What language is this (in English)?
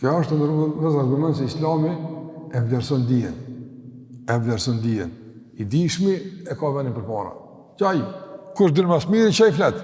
Albanian